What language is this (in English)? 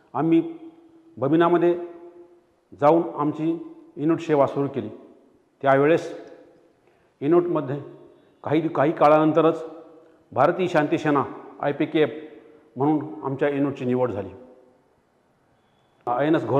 Marathi